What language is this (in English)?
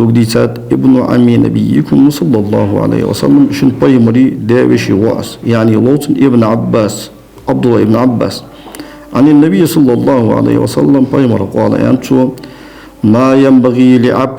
Ingush